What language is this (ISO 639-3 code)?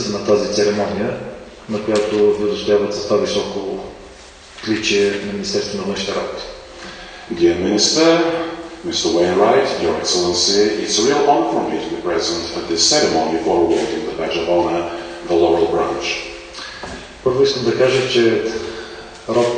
bul